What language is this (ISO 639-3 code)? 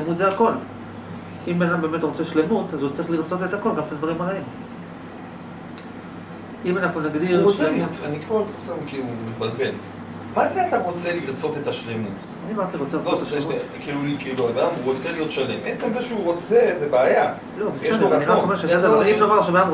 heb